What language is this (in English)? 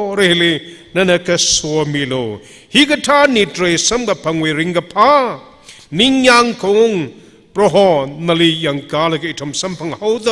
Tangkhul Naga (India)